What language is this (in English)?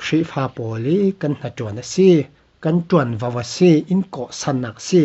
Falam Chin